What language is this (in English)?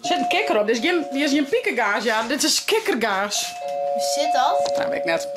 Western Frisian